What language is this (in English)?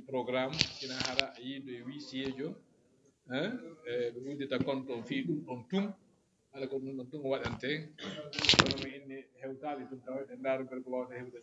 Fula